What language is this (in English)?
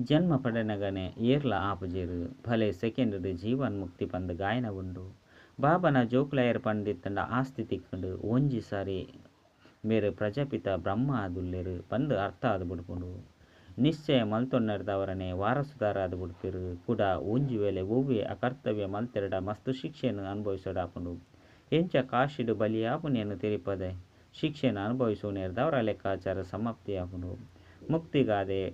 Tulu